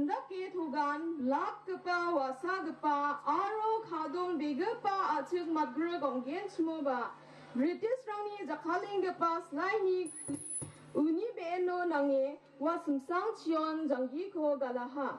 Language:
Garo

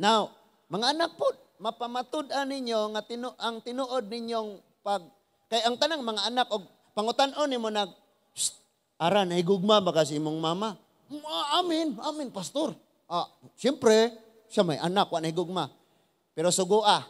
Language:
Cebuano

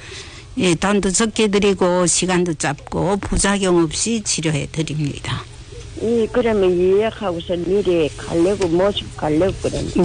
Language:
Korean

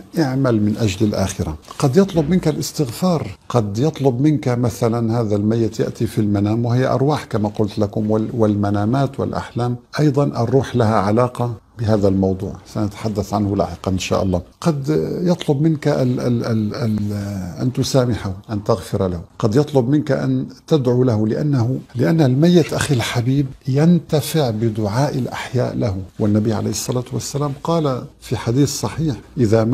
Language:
Arabic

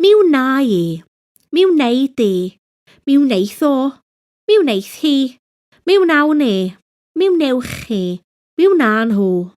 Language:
Welsh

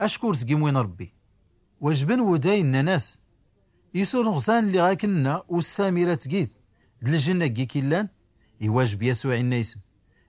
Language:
Tachelhit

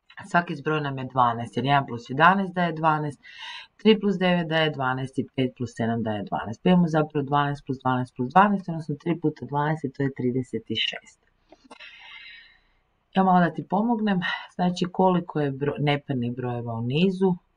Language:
Croatian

